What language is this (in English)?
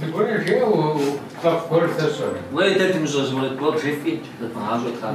Kabardian